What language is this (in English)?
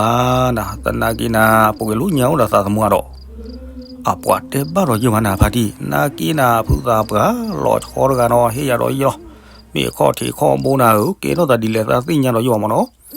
S'gaw Karen